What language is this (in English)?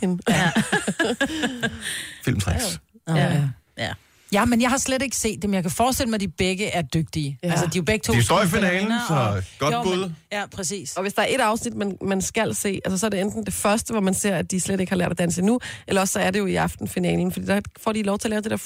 Danish